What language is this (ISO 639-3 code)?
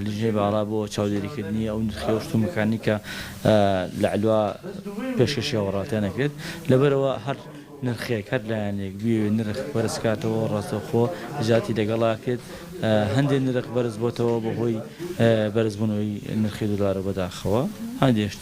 ckb